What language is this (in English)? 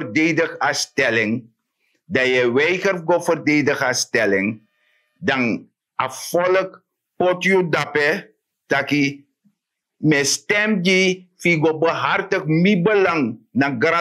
Sranan Tongo